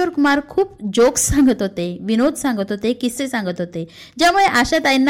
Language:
Marathi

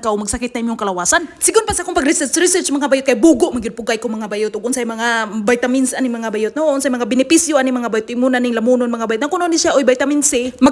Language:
Cebuano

